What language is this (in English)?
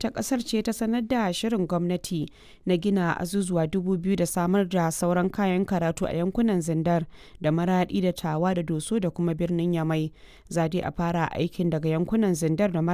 Hausa